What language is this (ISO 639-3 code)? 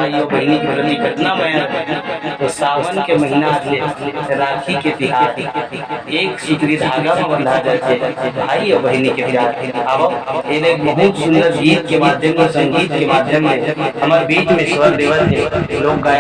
hne